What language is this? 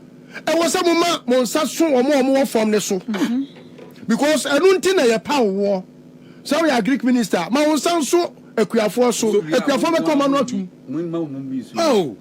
Akan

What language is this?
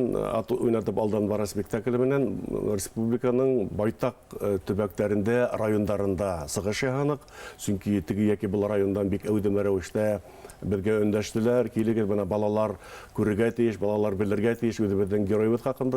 Bashkir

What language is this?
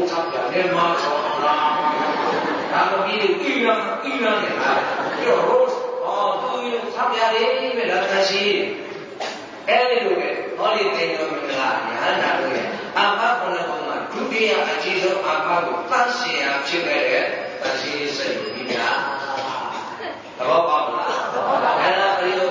Burmese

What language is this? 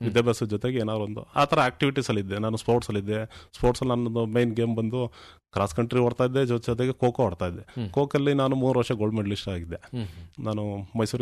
Kannada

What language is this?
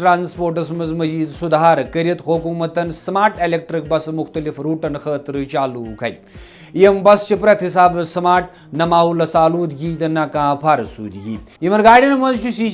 Kashmiri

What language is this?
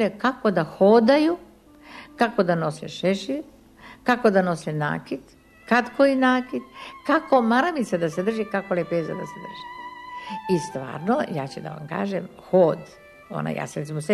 Serbian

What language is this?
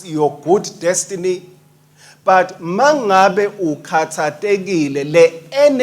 Swati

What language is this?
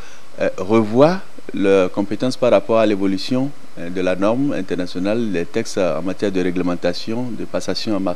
French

